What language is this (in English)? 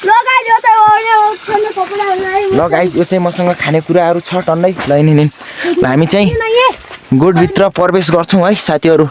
Nepali